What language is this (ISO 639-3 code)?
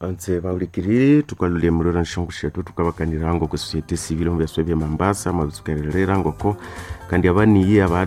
nnb